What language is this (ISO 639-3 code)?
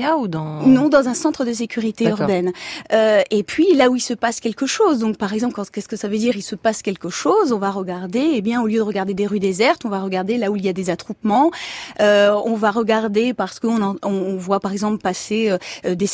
fra